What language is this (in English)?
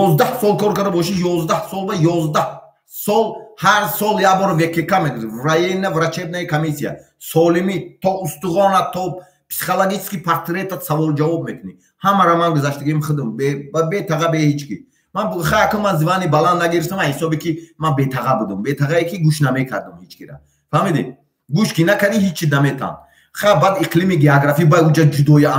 Tajik